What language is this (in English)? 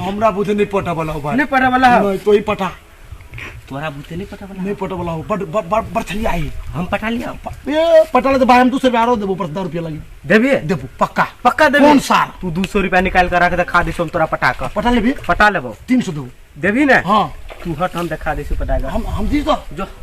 Maithili